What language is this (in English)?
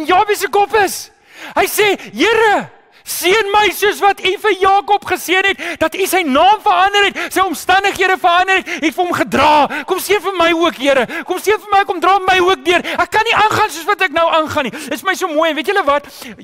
Afrikaans